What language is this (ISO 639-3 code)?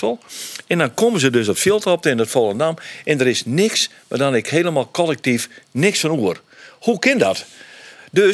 fry